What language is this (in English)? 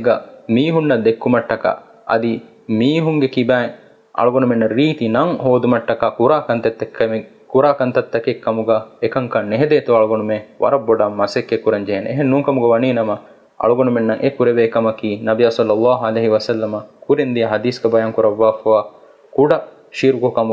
Divehi